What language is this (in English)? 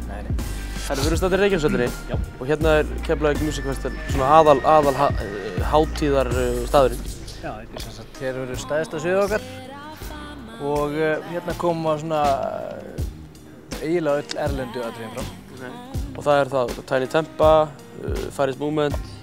Icelandic